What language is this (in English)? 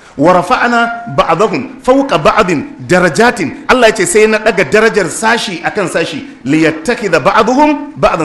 Hausa